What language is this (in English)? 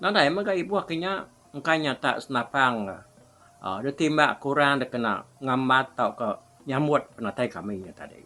Iban